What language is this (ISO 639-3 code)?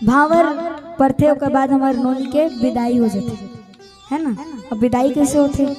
hne